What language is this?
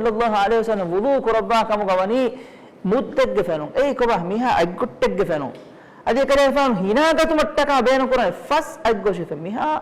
Divehi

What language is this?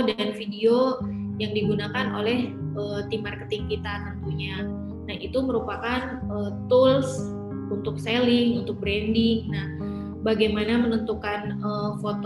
Indonesian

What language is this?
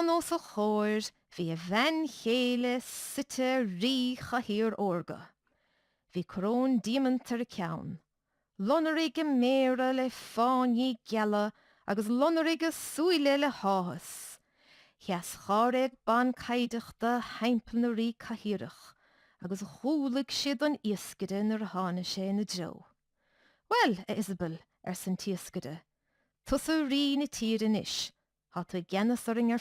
Irish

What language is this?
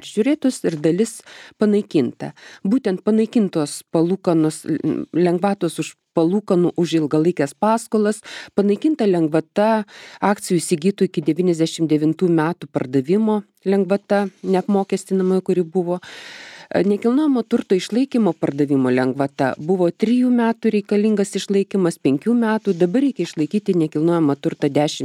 Lithuanian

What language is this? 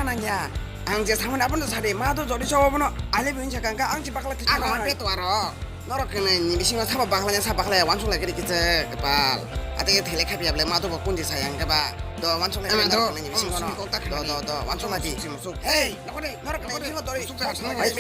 Kok Borok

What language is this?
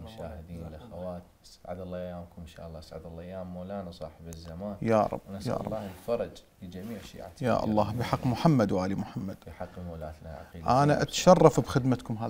Arabic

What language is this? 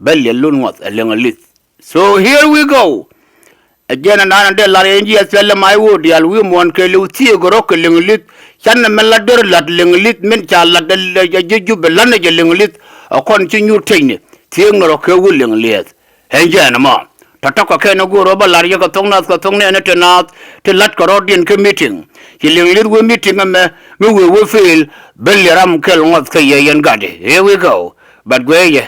Nuer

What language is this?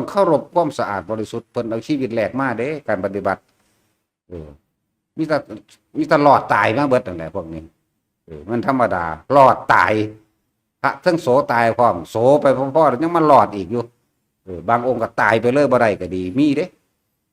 Northeastern Thai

